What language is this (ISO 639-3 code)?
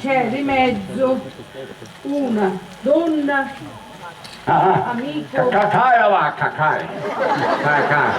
scn